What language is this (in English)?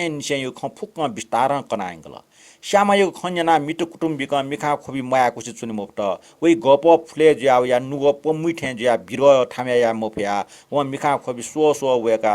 Newari